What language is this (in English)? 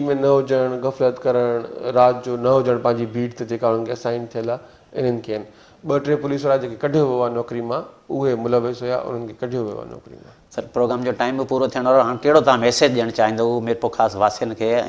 Sindhi